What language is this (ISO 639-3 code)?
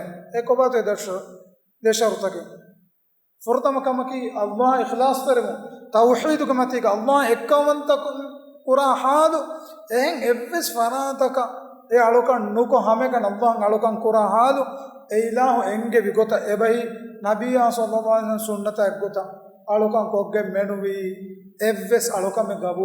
div